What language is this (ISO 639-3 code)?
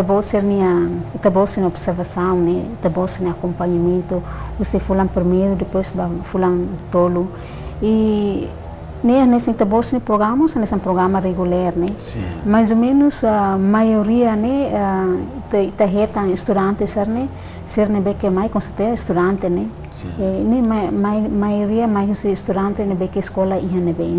tet